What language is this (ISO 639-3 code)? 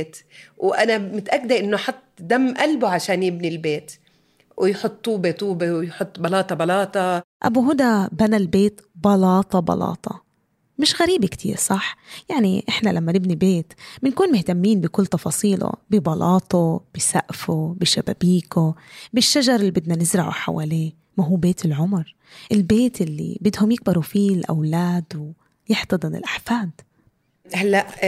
apc